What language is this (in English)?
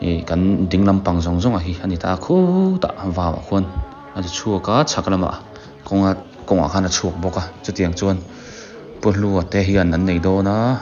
Biete